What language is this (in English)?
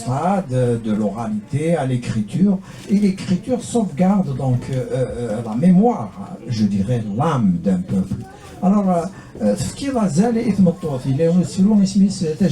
Kabyle